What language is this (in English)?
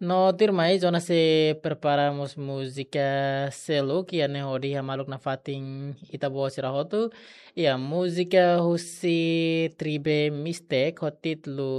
Tetum